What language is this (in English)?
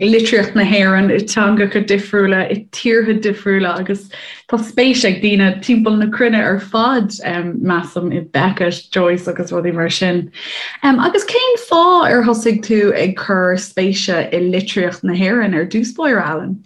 Irish